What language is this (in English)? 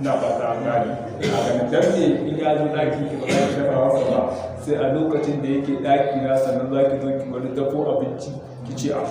Hausa